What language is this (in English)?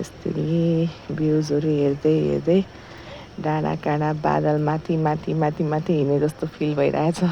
Nepali